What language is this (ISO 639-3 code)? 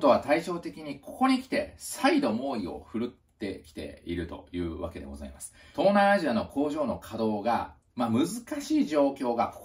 jpn